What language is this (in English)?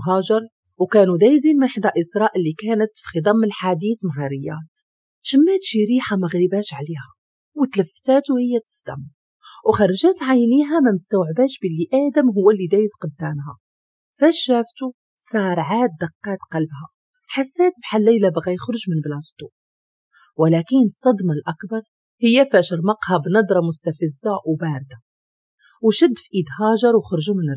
Moroccan Arabic